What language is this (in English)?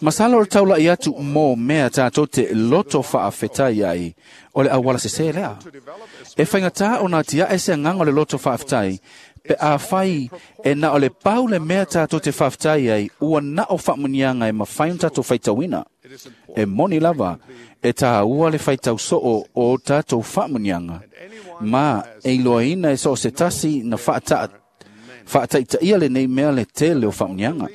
Samoan